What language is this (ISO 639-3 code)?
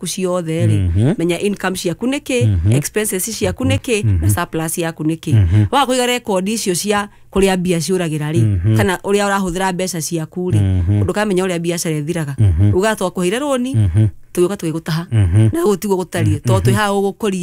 kik